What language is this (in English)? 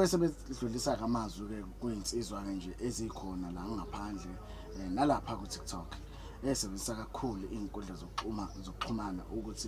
Zulu